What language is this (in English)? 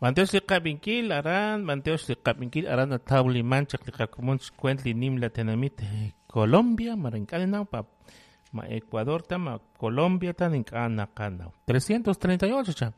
Kekchí